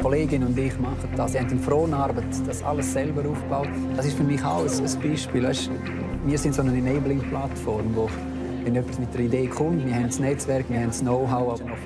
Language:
Romansh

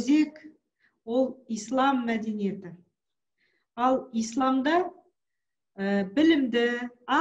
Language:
Kazakh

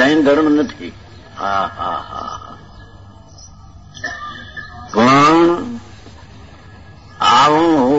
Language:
Gujarati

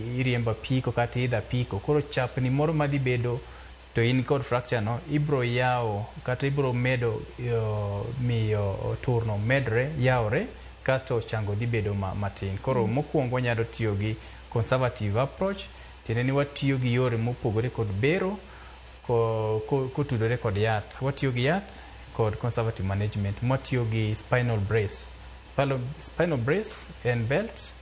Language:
Luo (Kenya and Tanzania)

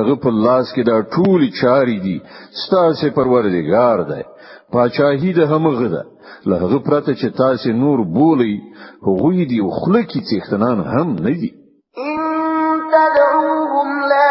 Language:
Pashto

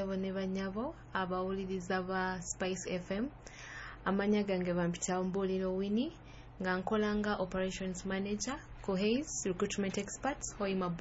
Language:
Nyoro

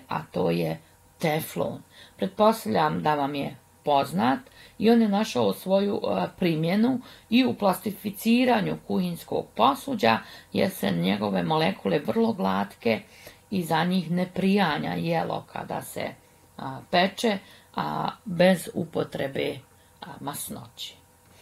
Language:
Croatian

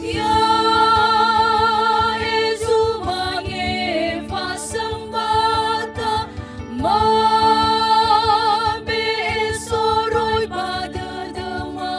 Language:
Nias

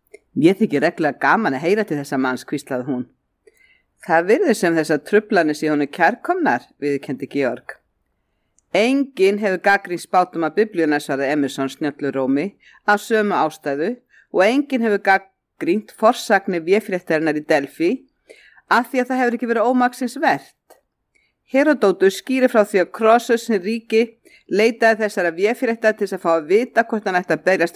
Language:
Icelandic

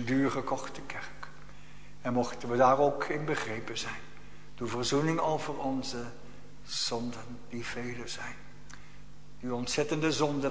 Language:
Dutch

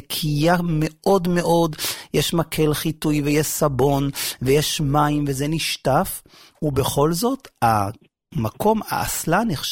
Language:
Hebrew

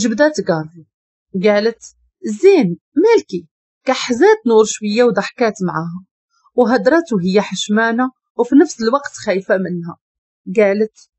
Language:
Moroccan Arabic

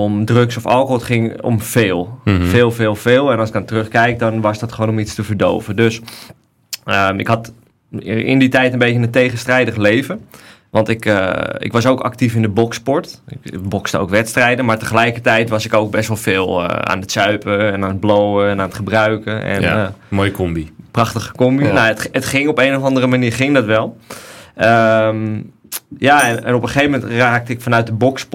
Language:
Dutch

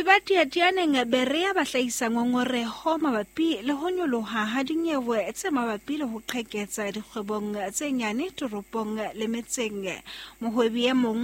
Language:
Southern Sotho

